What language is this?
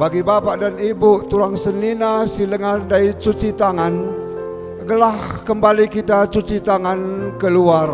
Batak Karo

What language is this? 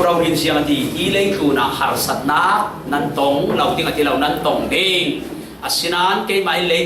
Falam Chin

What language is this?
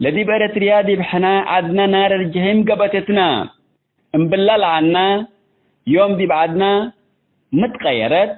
Tigre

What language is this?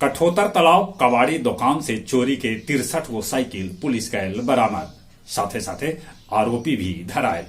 Magahi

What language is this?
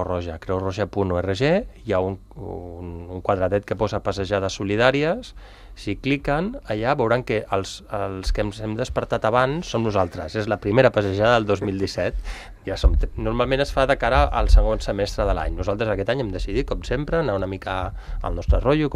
Catalan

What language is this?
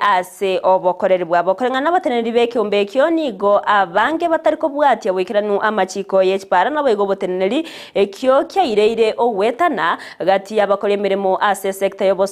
Gusii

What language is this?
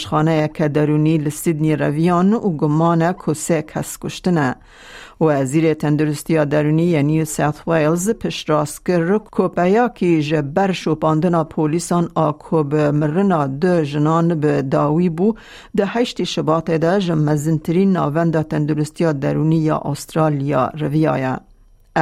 Kurdish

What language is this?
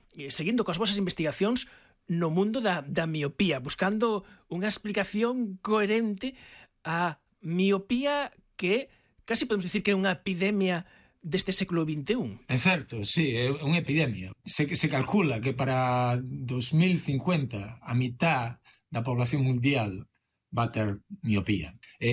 Galician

